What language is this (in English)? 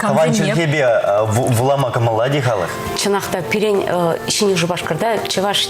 Chuvash